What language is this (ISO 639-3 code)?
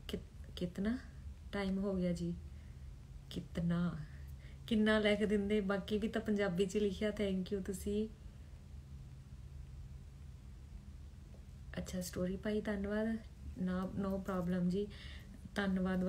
pan